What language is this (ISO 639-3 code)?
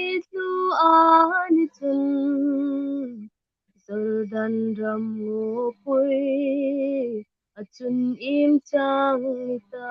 hmr